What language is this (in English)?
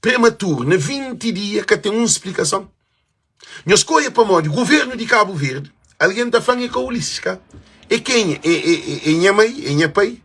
Kabuverdianu